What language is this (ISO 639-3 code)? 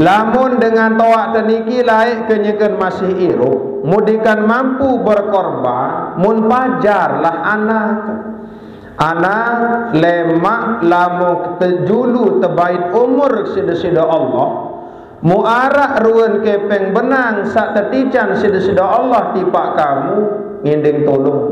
sas